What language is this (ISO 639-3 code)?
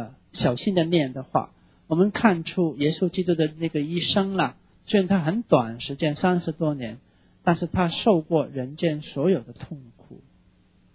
zho